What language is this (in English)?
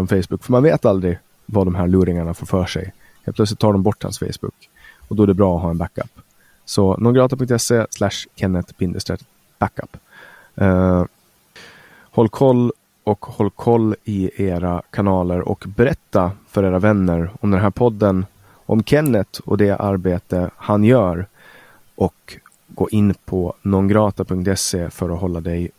Swedish